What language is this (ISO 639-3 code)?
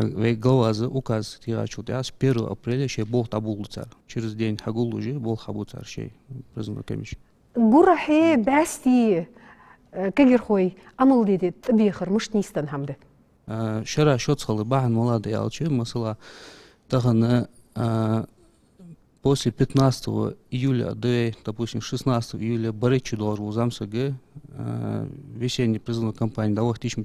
inh